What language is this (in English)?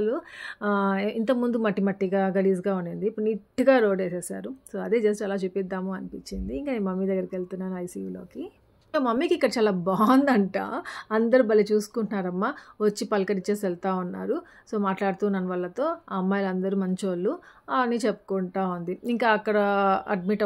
Telugu